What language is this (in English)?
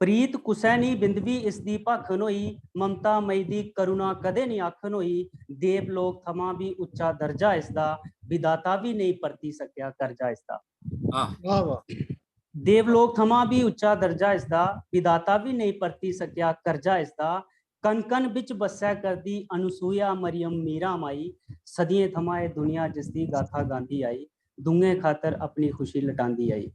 Dogri